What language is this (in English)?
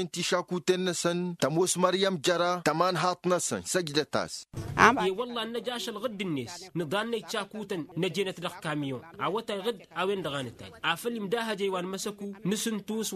Tamasheq